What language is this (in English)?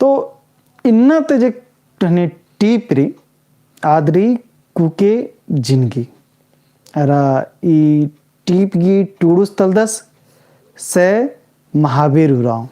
Kurukh